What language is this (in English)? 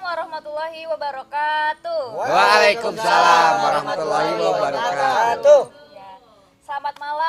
Betawi